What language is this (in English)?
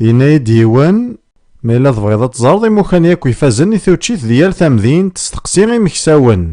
Kabyle